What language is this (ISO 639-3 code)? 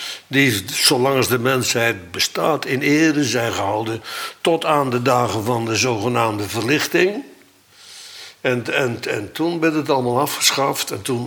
nld